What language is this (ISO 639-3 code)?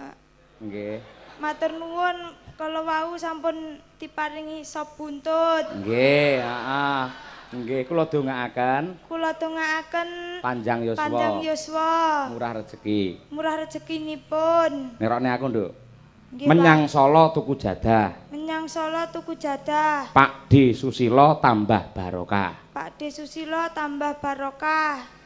jav